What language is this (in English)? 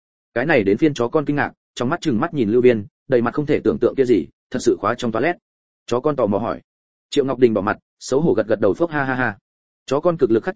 Vietnamese